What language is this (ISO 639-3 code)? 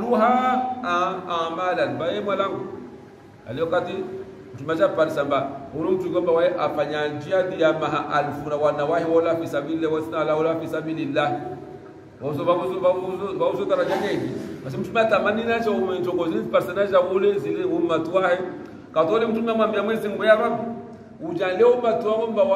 swa